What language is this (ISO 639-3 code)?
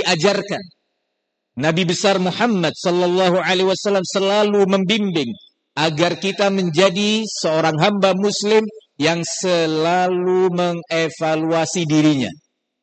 ind